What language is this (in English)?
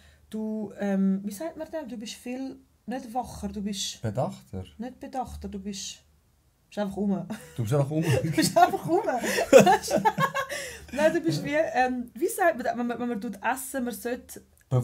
Swiss German